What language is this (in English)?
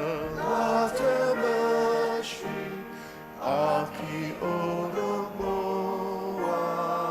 Ao Naga